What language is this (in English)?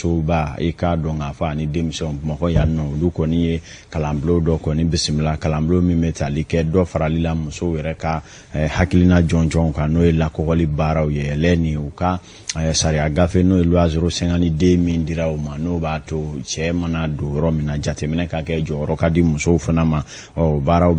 Bambara